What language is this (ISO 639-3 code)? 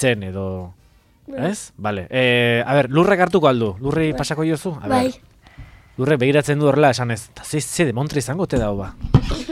eus